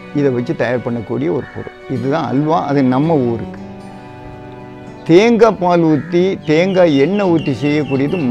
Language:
Tamil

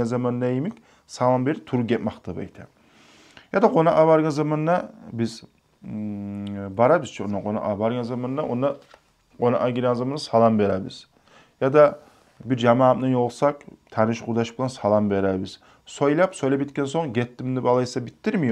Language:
Kumyk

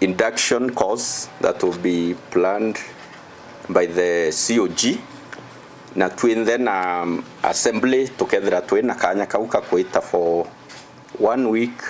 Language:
Meru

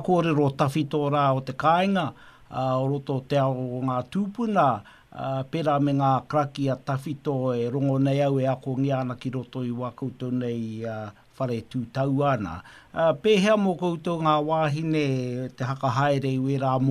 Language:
Māori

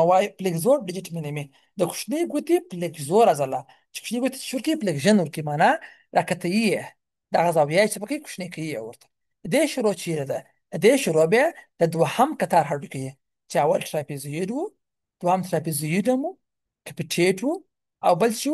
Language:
Pashto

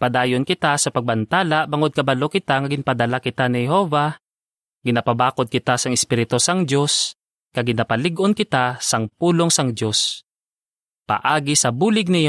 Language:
Hiligaynon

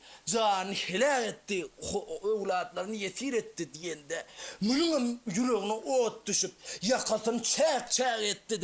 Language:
Turkmen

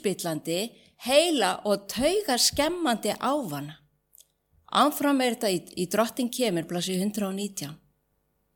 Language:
Icelandic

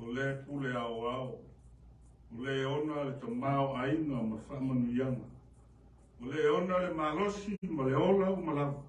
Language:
Samoan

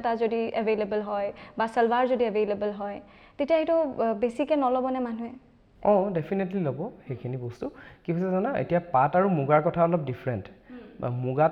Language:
Assamese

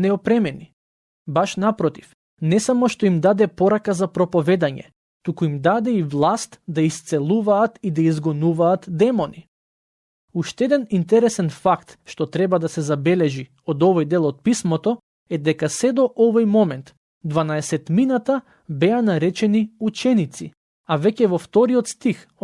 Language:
Macedonian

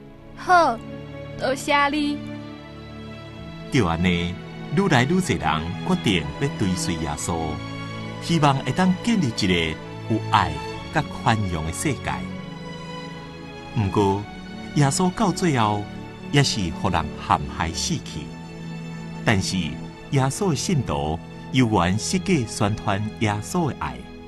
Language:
Min Nan Chinese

